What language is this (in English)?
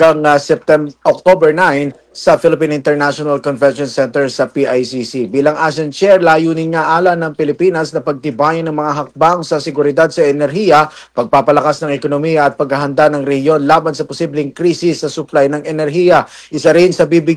Filipino